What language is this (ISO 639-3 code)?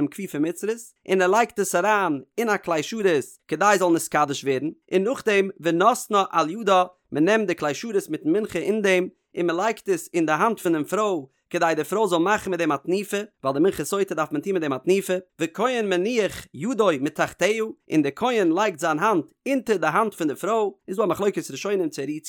yid